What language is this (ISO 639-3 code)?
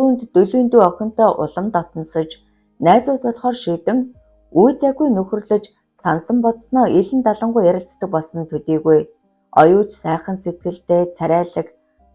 mon